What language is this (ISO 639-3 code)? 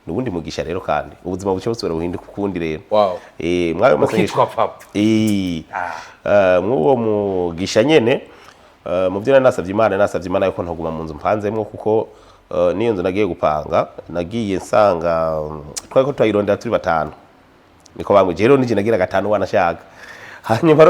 run